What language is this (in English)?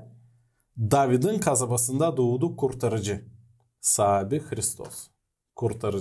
Gagauz